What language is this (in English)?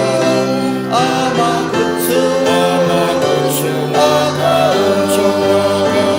Hakha Chin